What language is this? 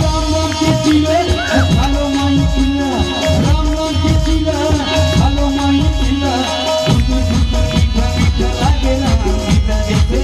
Chhattisgarhi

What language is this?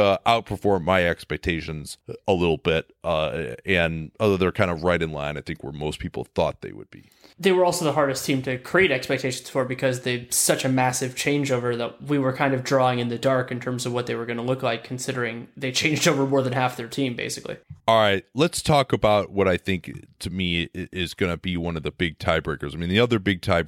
English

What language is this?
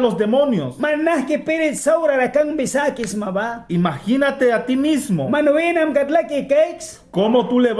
Mískito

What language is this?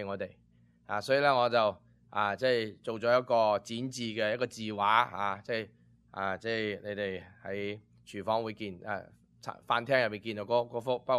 Cantonese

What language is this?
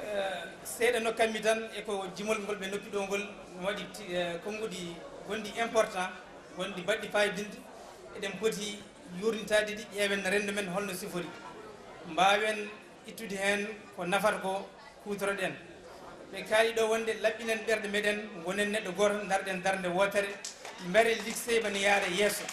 Fula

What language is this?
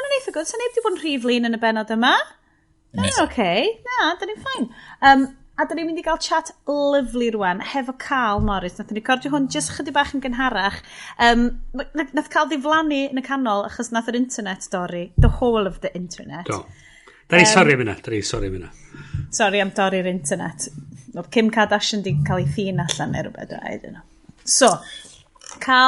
Welsh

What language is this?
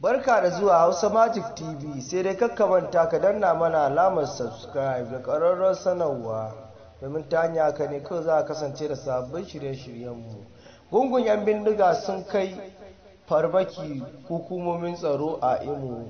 Hausa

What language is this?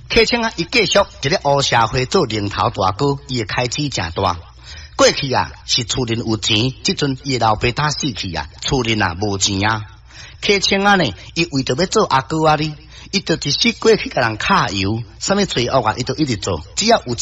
Min Nan Chinese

